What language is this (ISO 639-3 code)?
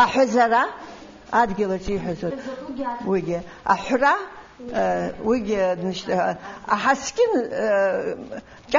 abk